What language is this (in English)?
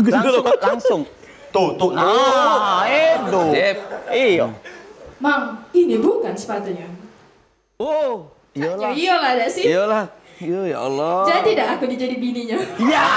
Musi